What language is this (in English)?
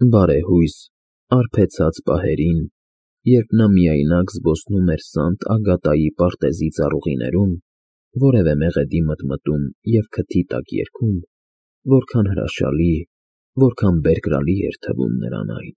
Armenian